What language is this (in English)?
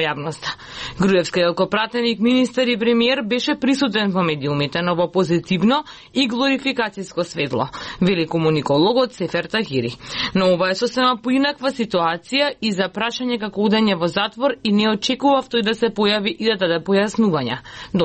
Macedonian